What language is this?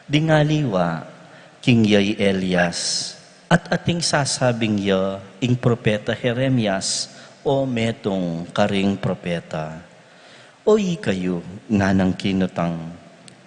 Pampanga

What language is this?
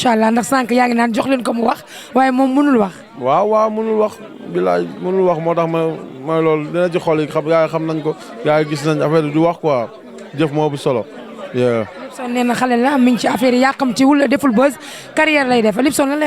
Wolof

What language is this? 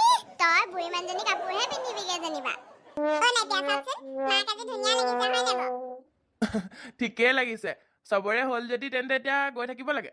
Assamese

